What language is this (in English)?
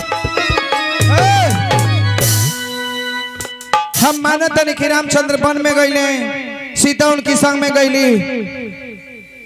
Bhojpuri